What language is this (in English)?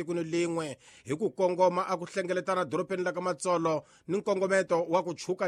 Tsonga